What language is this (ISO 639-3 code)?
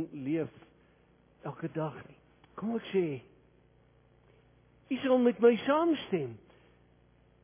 afr